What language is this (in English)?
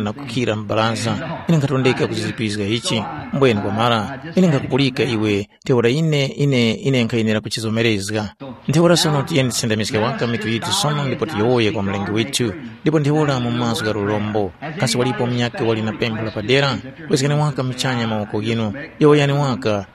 Tumbuka